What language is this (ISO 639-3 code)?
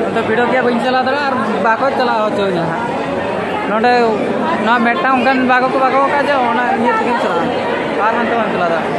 sat